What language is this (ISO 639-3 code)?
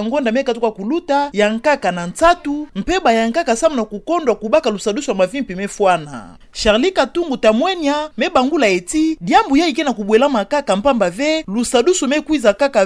ktu